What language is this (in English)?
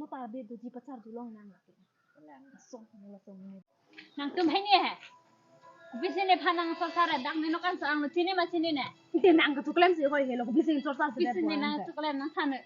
Karbi